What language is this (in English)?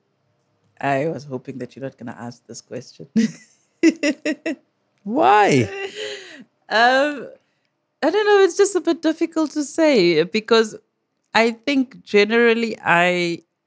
English